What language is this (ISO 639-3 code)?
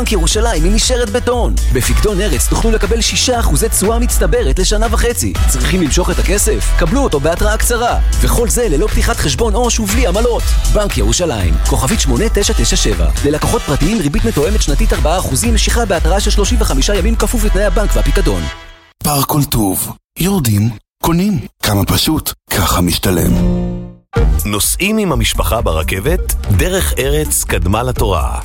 heb